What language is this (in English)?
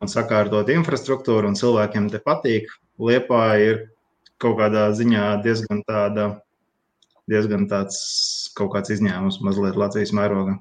Latvian